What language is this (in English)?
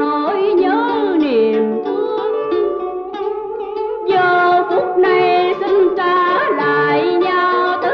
Vietnamese